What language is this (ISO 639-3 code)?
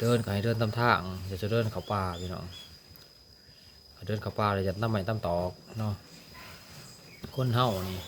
lao